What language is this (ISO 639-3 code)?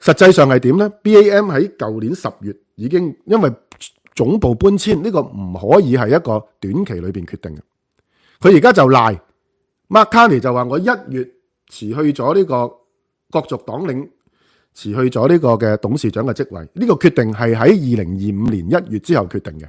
yue